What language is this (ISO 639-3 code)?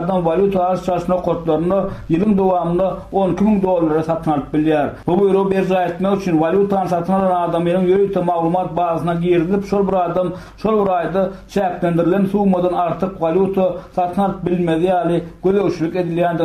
tuk